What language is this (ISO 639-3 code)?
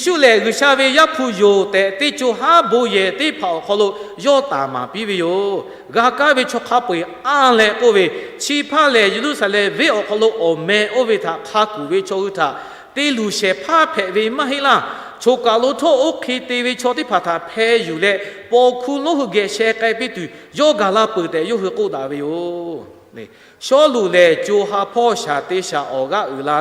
lhu